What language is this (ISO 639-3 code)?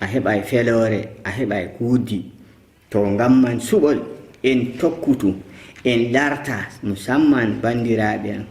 fuv